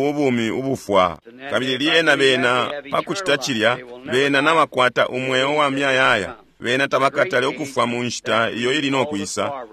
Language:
Bemba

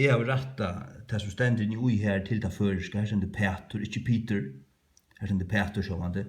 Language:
Faroese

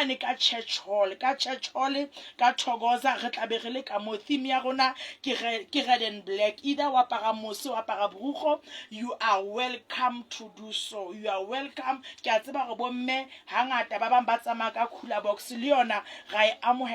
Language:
Southern Sotho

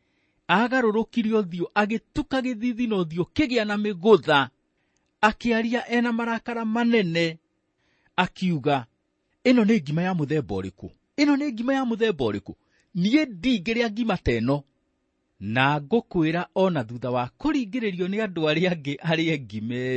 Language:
Kikuyu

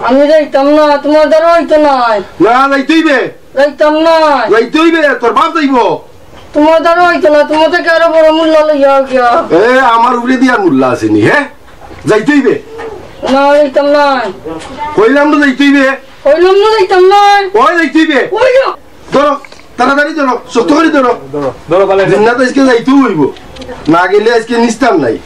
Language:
Sylheti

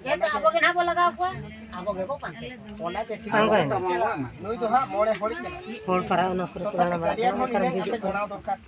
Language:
Santali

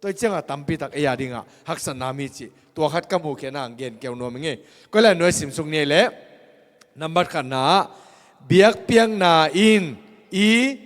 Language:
Tedim Chin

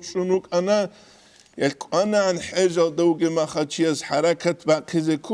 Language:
Avaric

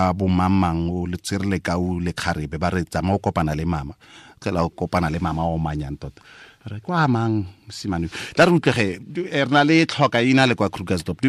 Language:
Tswana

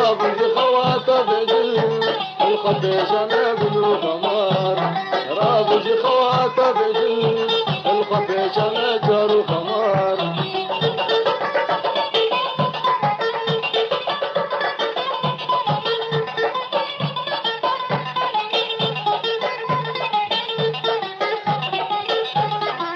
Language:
Arabic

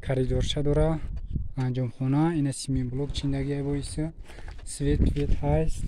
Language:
Tajik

